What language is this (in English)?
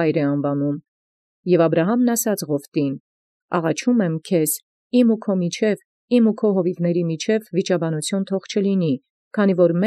Armenian